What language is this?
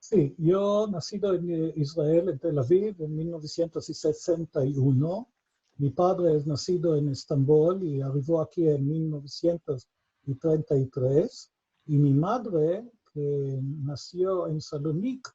Ladino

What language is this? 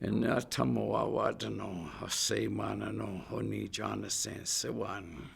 Chippewa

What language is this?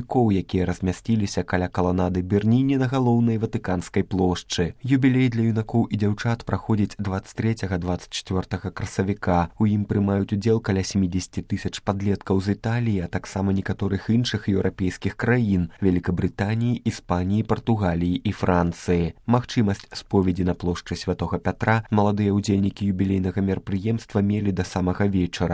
Belarusian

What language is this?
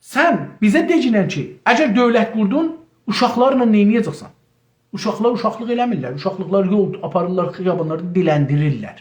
South Azerbaijani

